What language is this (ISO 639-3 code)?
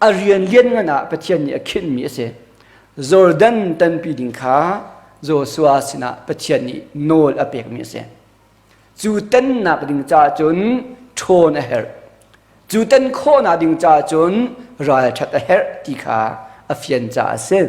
cnh